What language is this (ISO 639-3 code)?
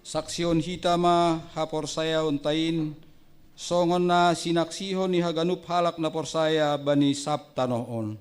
bts